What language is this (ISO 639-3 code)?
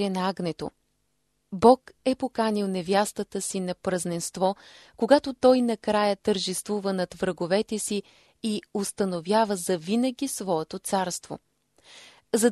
bul